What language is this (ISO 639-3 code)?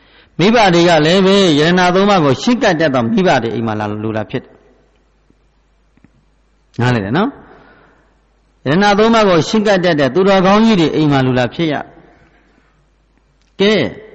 mya